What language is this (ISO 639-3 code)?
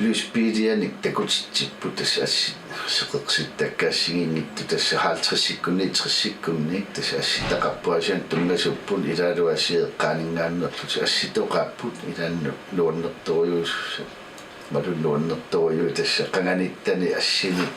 kal